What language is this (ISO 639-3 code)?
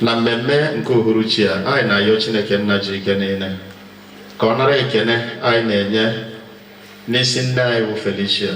ibo